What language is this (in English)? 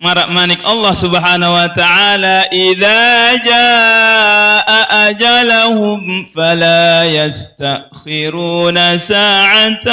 Sasak